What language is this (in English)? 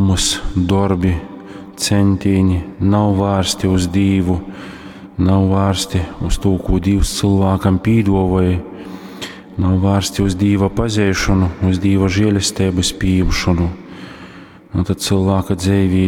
Latgalian